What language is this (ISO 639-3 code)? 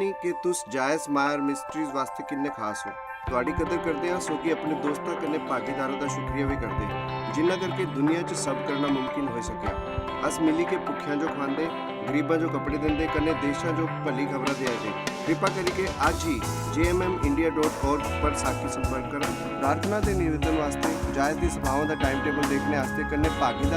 doi